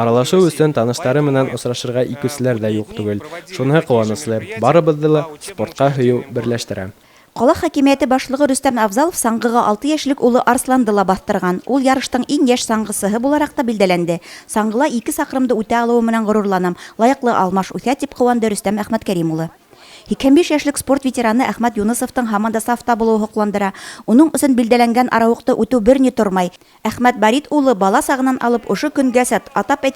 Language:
Bashkir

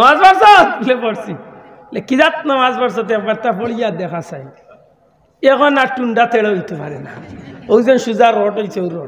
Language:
Sylheti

